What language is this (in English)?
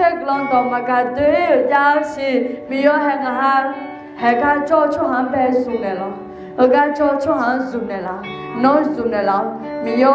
Akha